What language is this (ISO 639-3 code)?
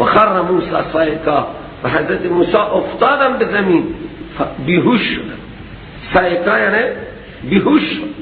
fas